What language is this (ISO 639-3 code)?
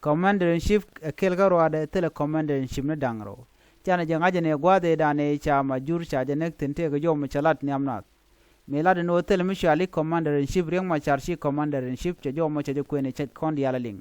nus